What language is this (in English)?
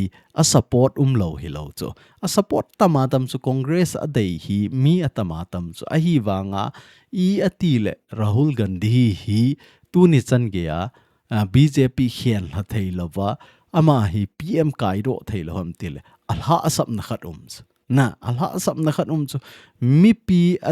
Thado Chin